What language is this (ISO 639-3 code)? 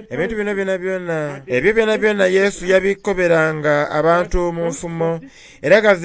xog